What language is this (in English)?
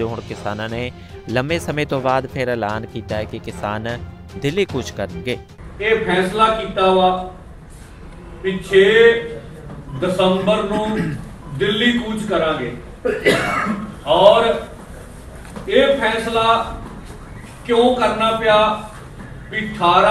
Punjabi